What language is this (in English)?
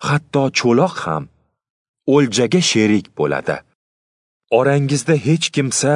Uzbek